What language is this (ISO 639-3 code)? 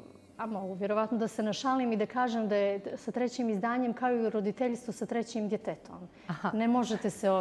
bos